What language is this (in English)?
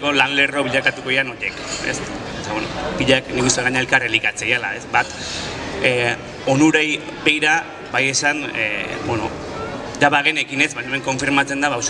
Basque